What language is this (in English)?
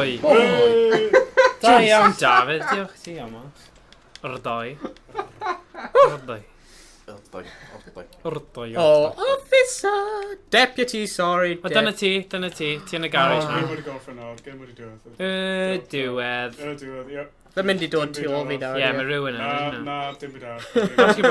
Welsh